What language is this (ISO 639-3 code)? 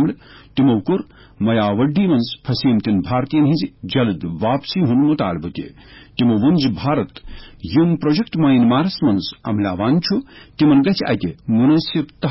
kas